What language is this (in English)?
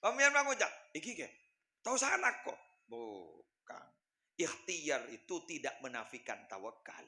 Madurese